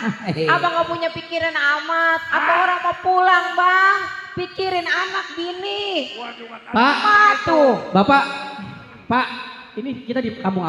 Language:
Betawi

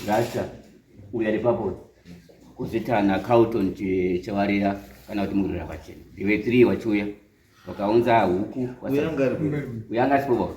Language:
Shona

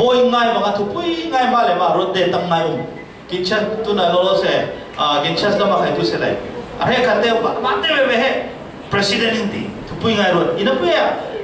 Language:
Falam Chin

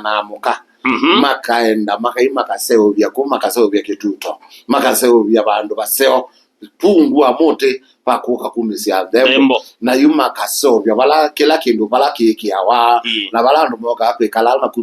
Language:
Kamba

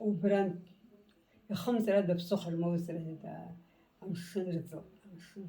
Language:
Abkhazian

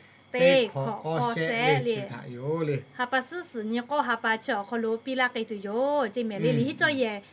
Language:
Lahu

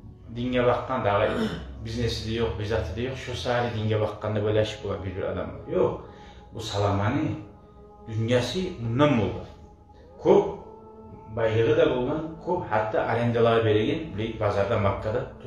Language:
Kumyk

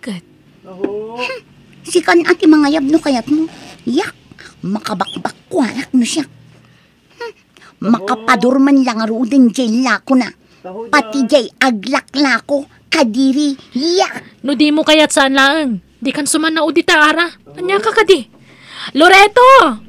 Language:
Iloko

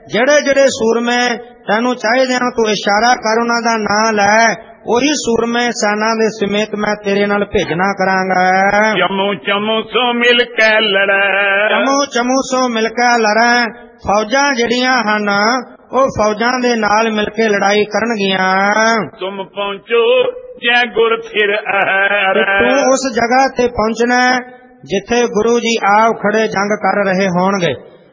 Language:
Punjabi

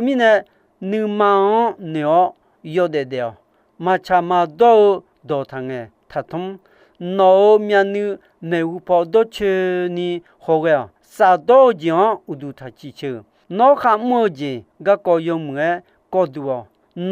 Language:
Akha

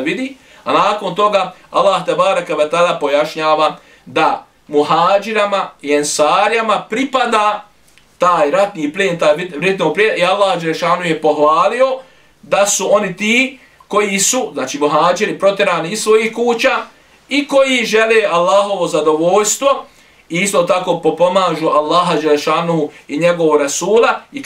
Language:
Bosnian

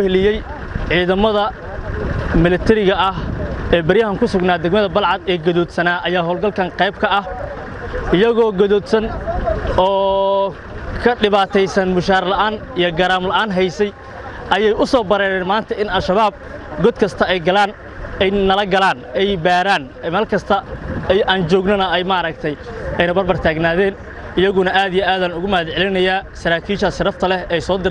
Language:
Somali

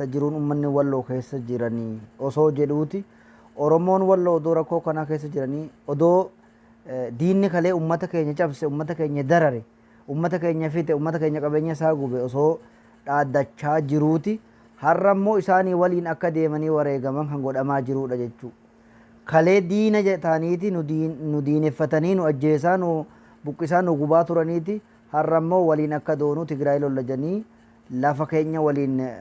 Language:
Oromo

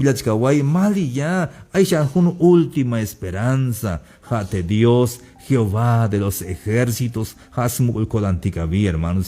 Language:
Tzeltal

